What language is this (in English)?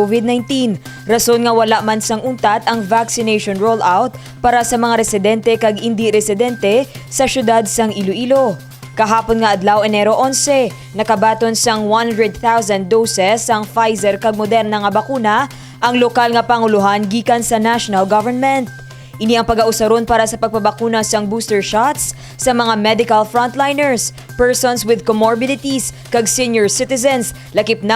Hiligaynon